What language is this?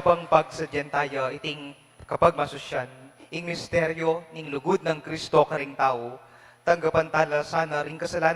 Pampanga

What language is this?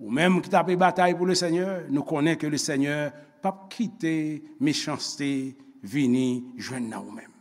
Haitian Creole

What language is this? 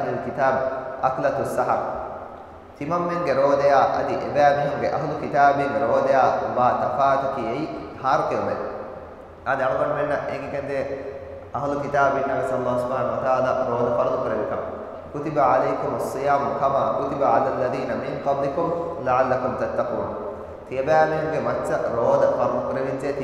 Divehi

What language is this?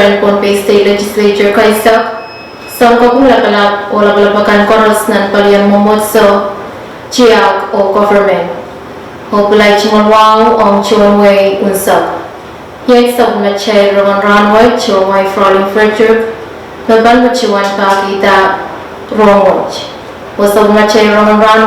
Pohnpeian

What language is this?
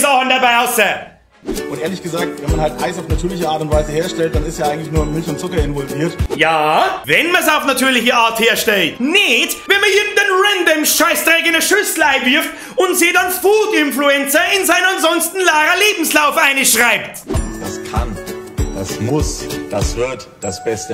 Bavarian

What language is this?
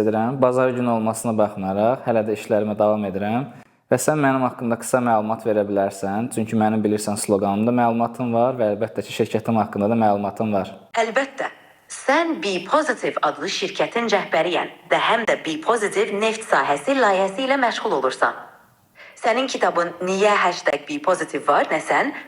Azerbaijani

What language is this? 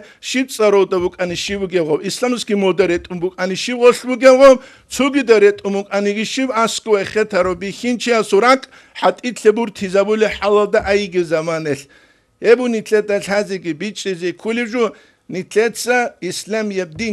Avaric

